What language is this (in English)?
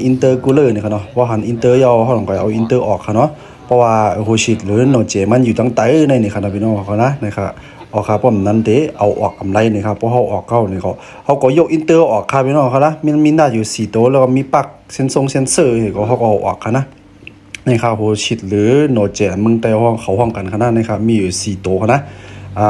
Shan